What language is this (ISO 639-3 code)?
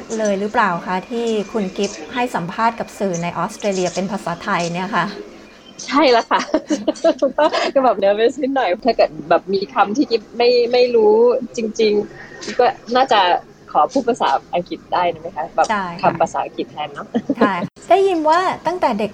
tha